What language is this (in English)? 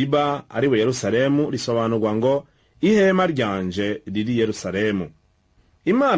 Rundi